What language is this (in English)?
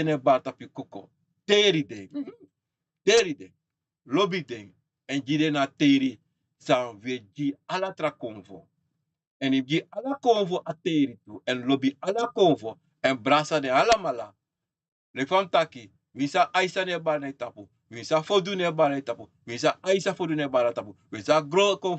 Sranan Tongo